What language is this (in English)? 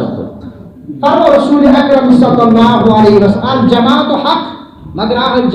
Kashmiri